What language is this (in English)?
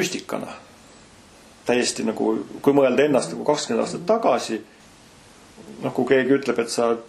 Estonian